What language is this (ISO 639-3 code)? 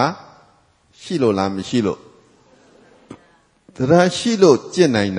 mya